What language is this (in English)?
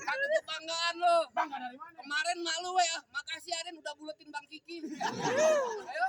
Betawi